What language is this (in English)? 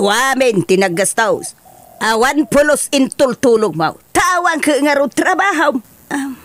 Iloko